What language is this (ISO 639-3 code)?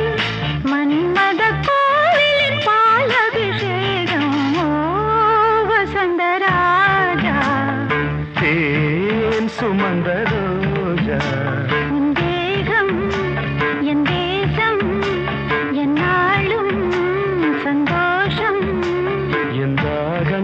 tam